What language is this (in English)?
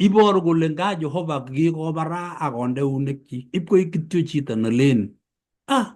Kalenjin